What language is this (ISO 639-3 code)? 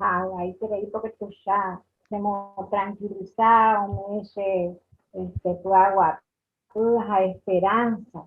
grn